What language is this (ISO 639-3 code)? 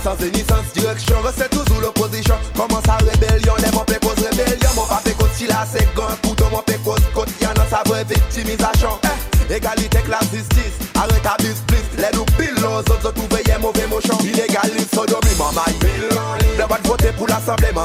crs